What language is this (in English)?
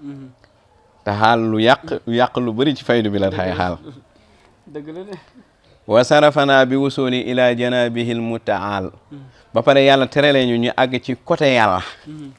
Wolof